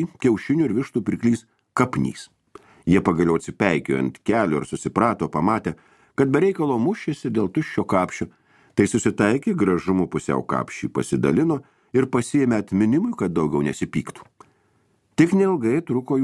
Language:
Lithuanian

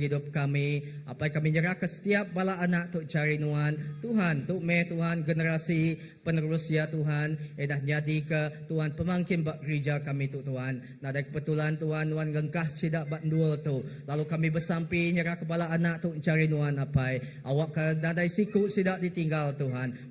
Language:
Iban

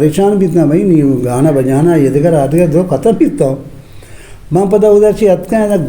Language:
Eastern Balochi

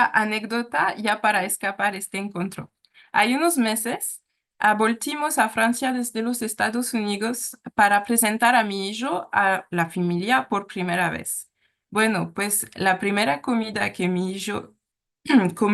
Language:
Ladino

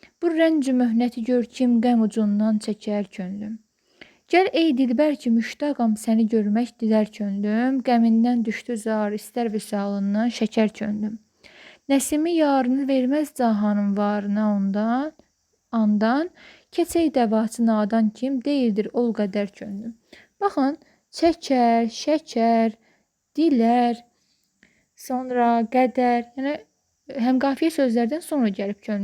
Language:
Azerbaijani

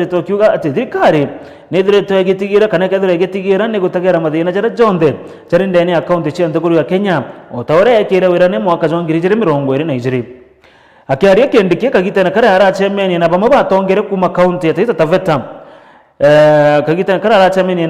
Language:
Meru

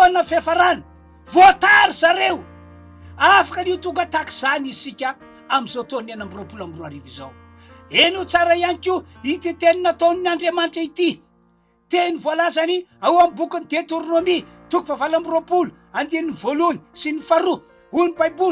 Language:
Malagasy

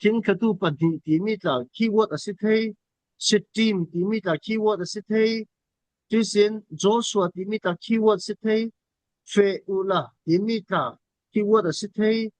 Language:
Falam Chin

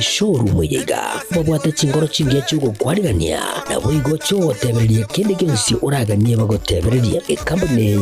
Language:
Gusii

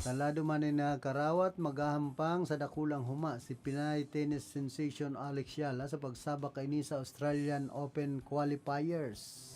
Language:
Bikol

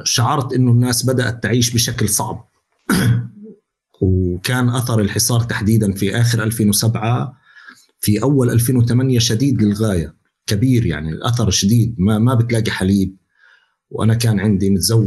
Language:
North Levantine Arabic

